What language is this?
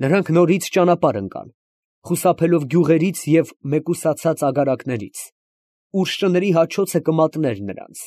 Armenian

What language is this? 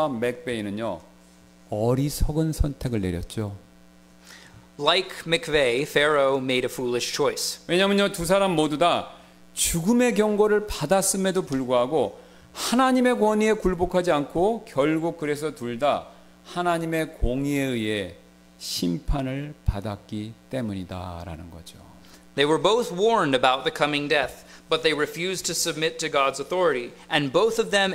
Korean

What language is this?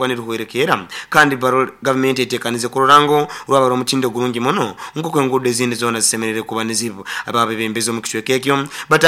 Nyoro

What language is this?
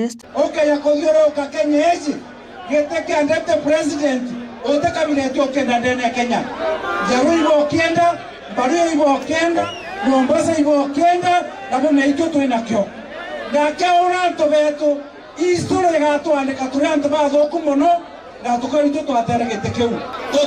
Meru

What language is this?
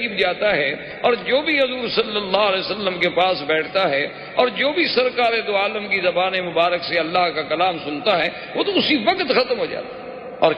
Urdu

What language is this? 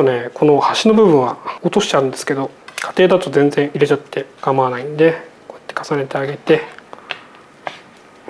Japanese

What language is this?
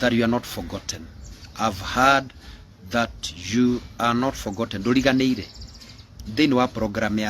Kikuyu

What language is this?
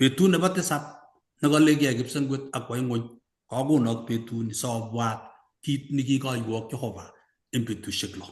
Kalenjin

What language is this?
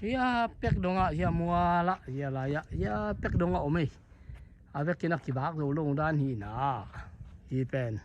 Tedim Chin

